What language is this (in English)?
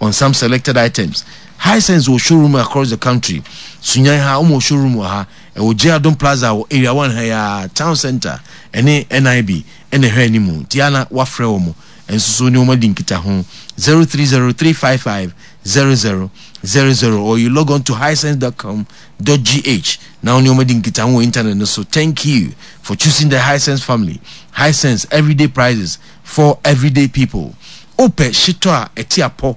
Akan